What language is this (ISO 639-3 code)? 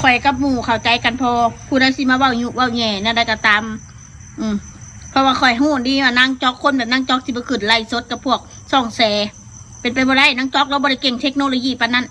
lao